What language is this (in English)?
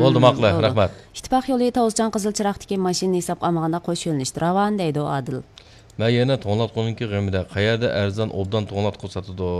Uyghur